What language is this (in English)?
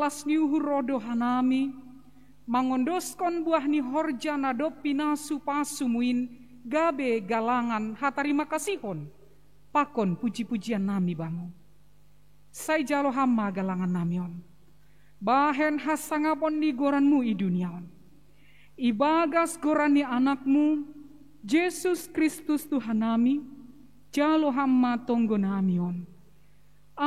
Batak Simalungun